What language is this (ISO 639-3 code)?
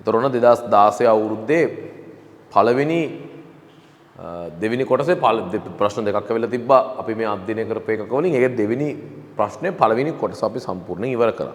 sin